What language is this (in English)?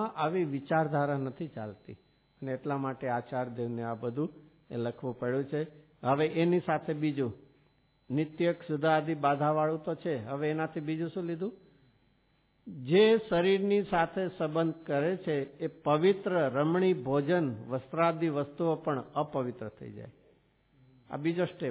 Gujarati